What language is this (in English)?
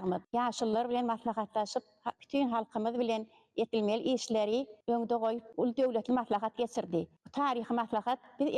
Turkmen